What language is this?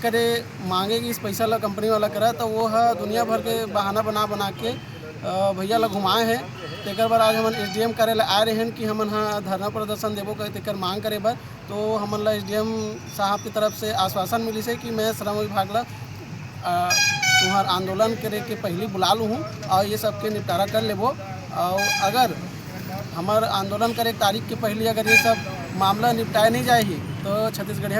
Chhattisgarhi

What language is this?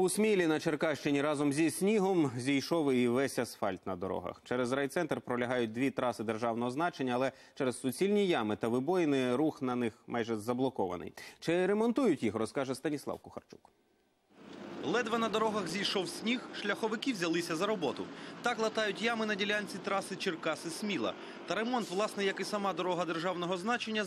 Ukrainian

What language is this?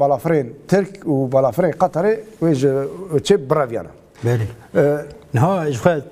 Kurdish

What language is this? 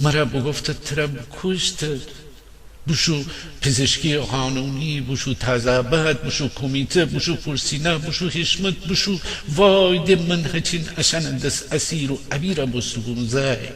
Gilaki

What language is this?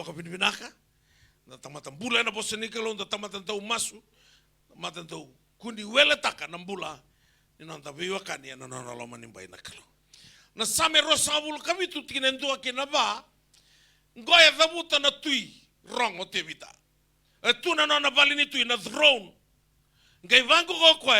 Fijian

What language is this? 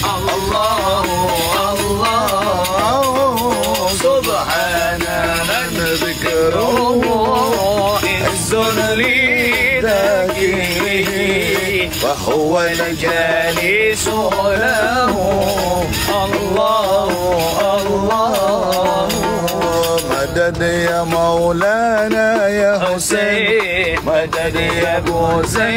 Arabic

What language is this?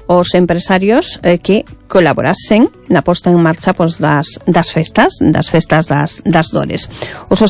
Galician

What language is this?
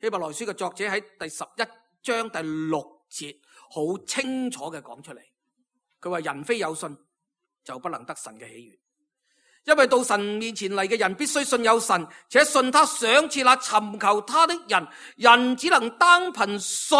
Cantonese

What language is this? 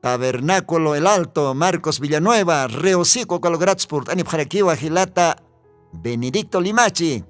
Aymara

